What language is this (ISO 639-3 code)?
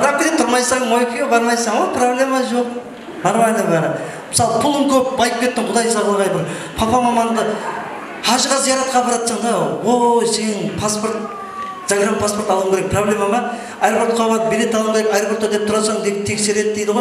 kaa